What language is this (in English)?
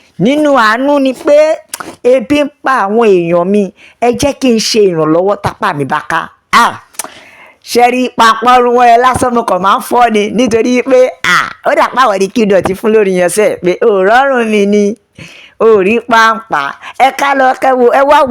Yoruba